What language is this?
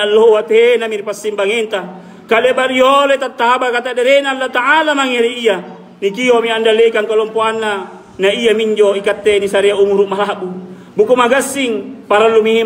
Makasar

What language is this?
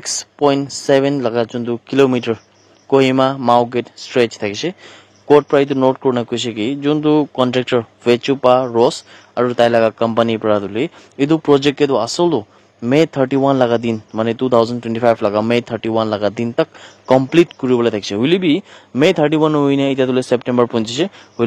Naga Pidgin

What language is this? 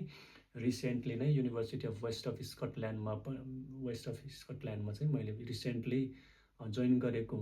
Nepali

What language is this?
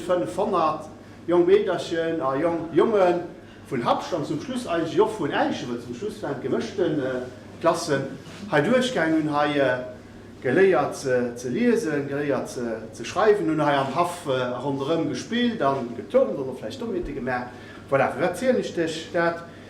Luxembourgish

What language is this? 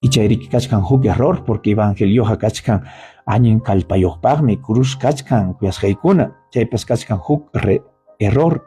Ayacucho Quechua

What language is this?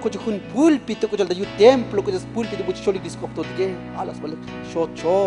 Tzotzil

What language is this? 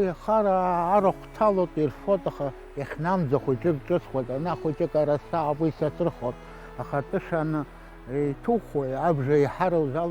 Abkhazian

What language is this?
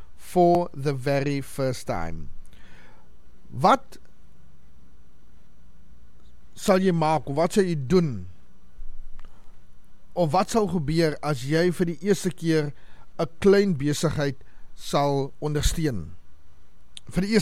Afrikaans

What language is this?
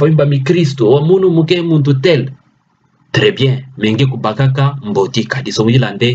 Kituba (Democratic Republic of Congo)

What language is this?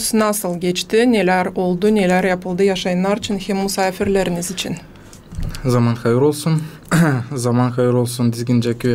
Gagauz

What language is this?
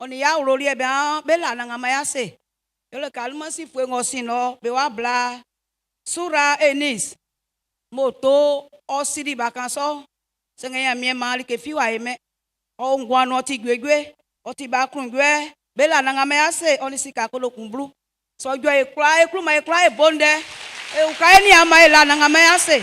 Baoulé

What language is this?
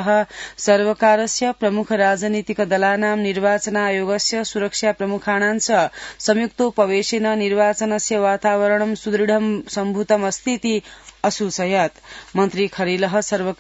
Sanskrit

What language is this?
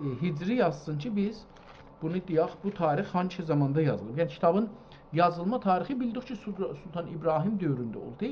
South Azerbaijani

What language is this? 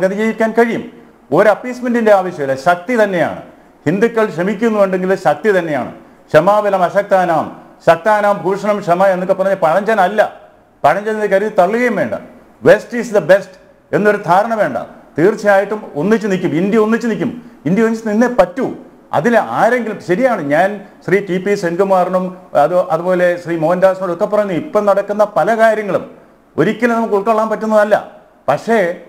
Malayalam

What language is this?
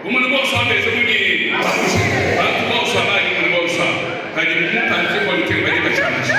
Luba-Lulua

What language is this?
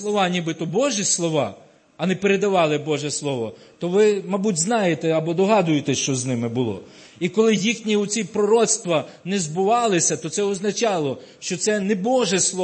Ukrainian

